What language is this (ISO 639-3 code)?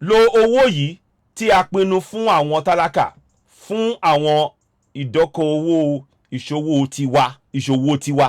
yor